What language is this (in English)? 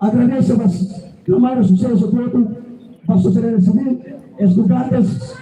Tetum